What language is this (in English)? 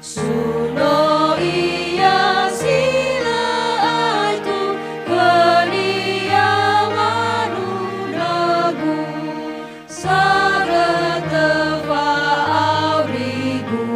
Nias